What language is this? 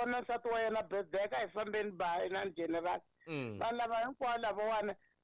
Tsonga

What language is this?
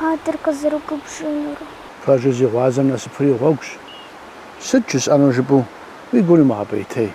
Kabardian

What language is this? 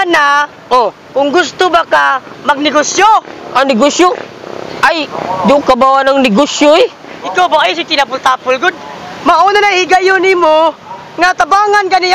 Cebuano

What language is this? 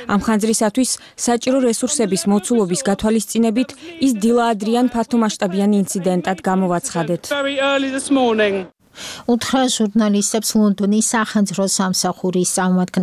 Georgian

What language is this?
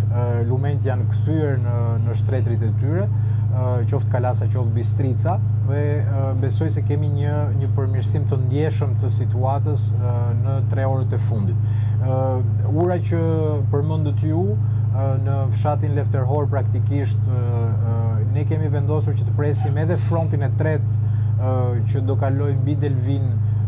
Albanian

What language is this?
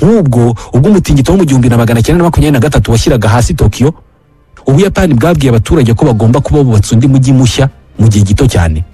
Kinyarwanda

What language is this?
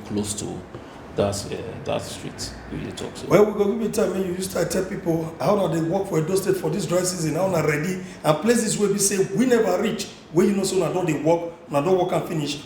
Nigerian Pidgin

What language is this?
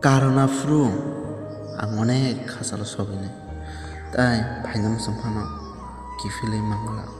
Kok Borok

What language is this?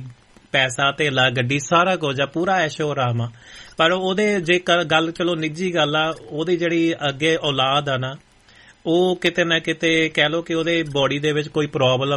Punjabi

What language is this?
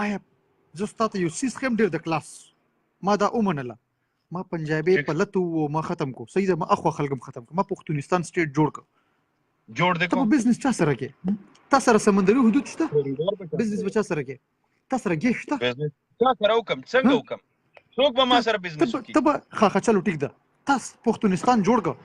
Pashto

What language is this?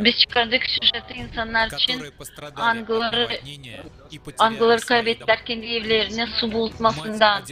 Gagauz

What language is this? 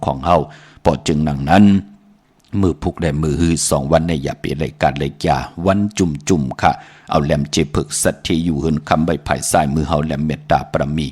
Shan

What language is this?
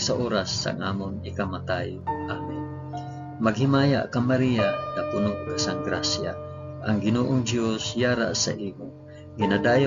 Hiligaynon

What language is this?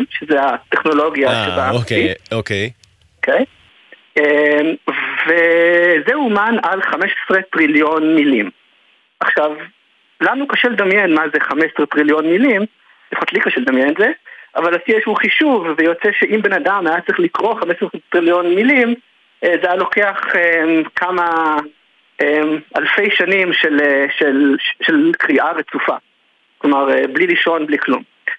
Hebrew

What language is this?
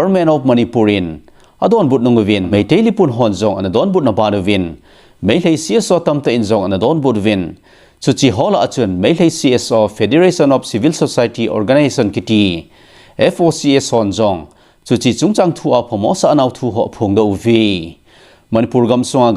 Thado Chin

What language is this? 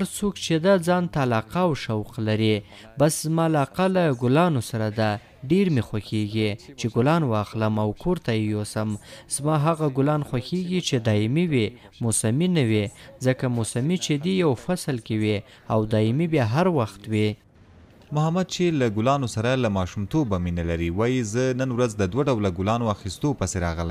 Pashto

